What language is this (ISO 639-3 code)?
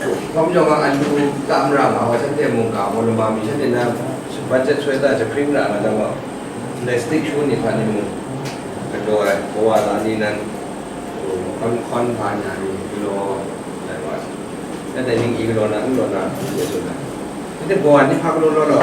kac